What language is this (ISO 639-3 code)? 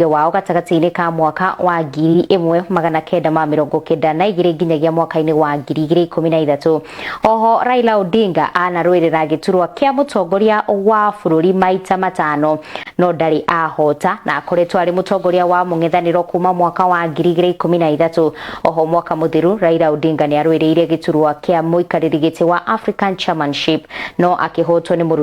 kik